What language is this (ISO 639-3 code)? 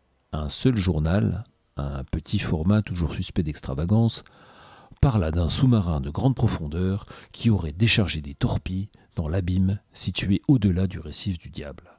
fra